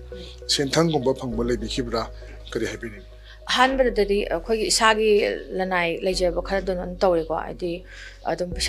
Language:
Manipuri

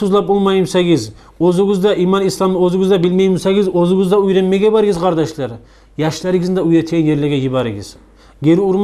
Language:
Kumyk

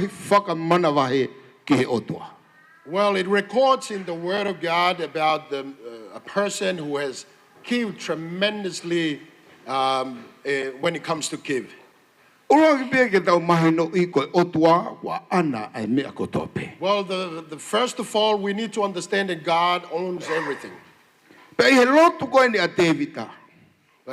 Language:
Tongan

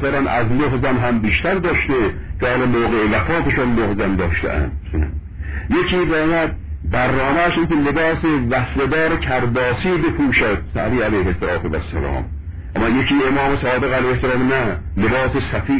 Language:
Persian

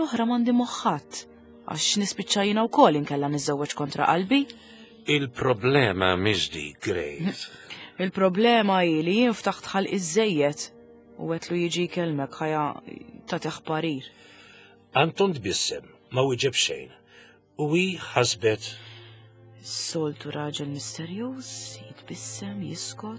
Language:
Maltese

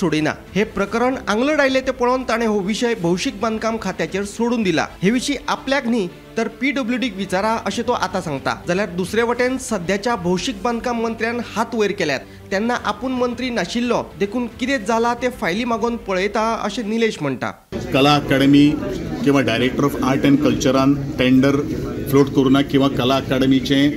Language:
Konkani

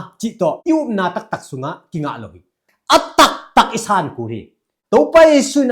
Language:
Tedim Chin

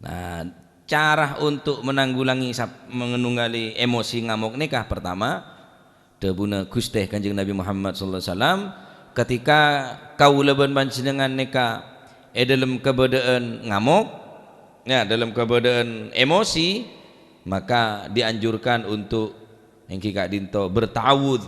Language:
Madurese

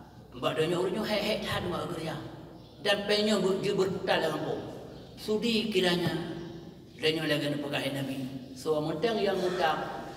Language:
Achinese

